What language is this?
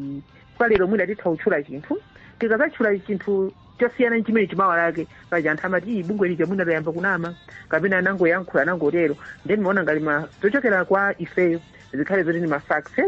Nyanja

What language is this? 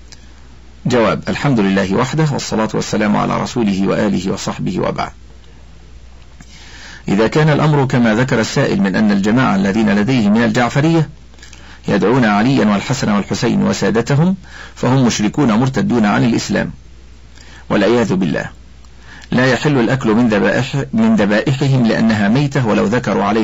Arabic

